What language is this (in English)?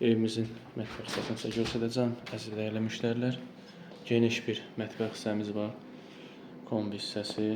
Azerbaijani